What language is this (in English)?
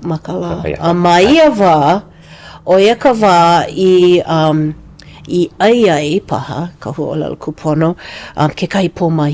Hawaiian